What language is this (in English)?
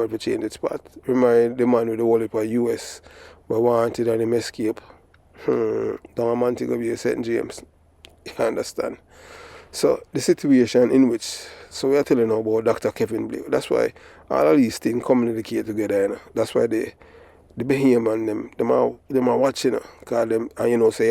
Jamaican Creole English